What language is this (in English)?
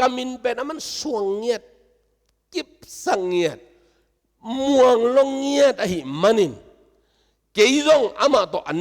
Tedim Chin